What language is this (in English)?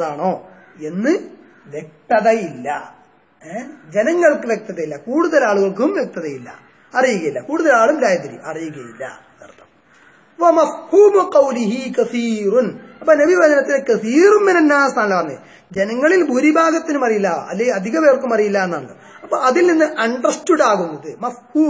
Malayalam